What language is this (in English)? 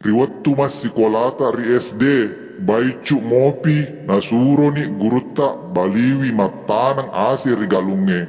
Buginese